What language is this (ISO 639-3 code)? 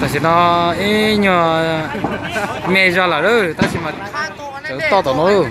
hmn